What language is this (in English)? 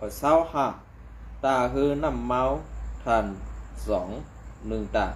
Shan